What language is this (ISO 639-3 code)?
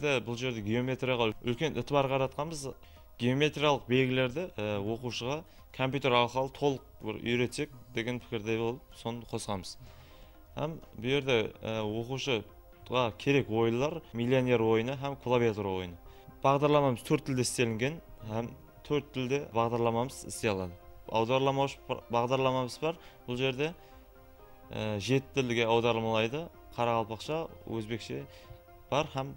kaa